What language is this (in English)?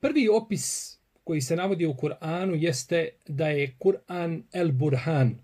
Bosnian